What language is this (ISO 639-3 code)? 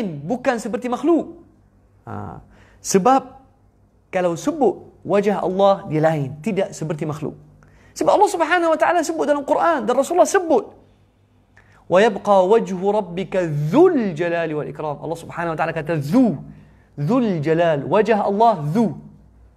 msa